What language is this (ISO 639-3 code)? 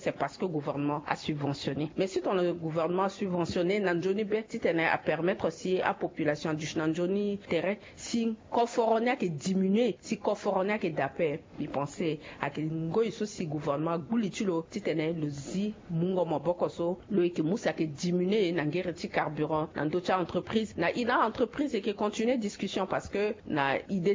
sag